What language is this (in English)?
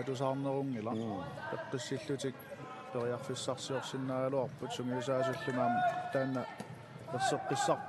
Kalaallisut